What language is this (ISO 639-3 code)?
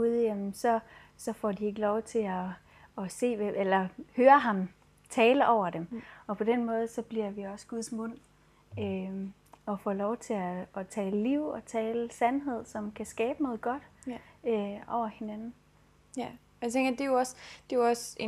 dan